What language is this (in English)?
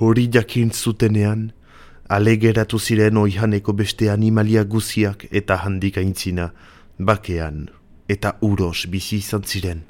Basque